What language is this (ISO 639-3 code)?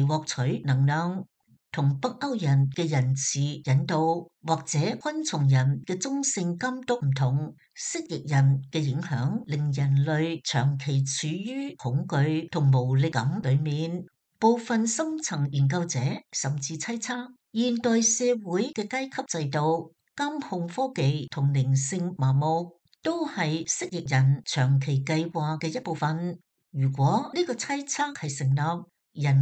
yue